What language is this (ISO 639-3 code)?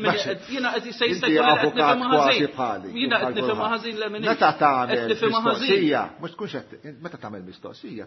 mlt